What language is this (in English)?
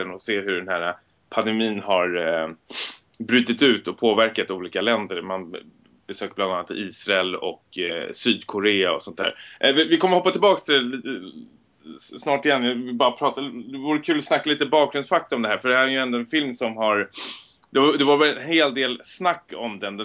Swedish